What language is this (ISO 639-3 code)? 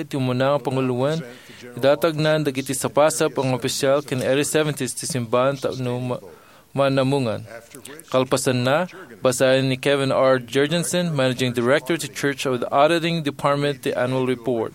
ilo